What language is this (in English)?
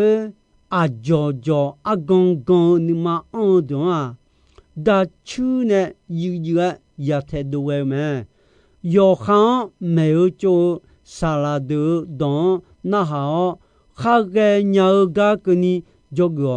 Akha